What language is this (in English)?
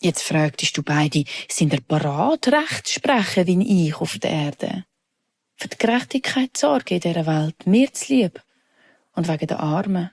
Swiss German